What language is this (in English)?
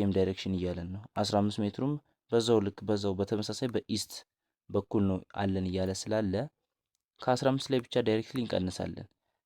Amharic